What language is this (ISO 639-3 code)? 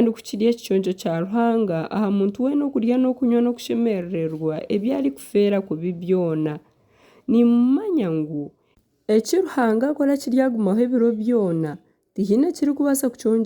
nyn